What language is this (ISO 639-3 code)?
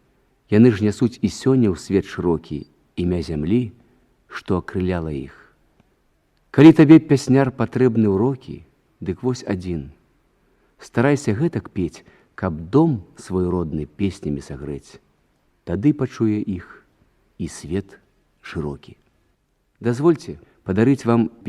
bel